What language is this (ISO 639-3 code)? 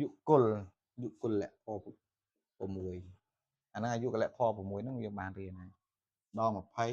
khm